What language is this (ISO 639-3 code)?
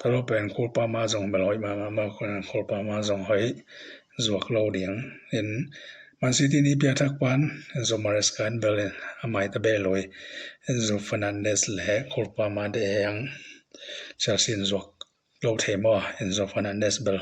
ctd